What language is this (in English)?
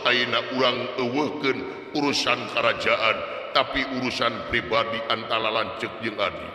Sundanese